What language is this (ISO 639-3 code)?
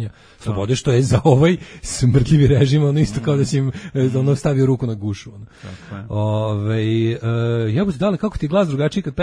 srp